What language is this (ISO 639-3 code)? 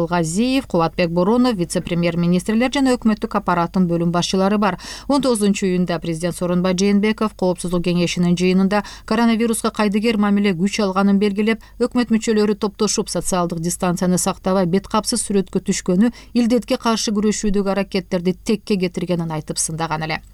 kir